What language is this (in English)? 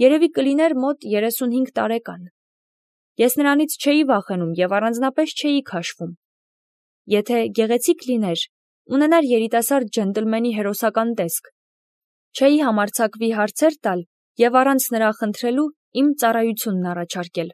Armenian